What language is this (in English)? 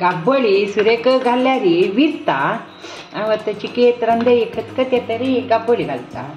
Konkani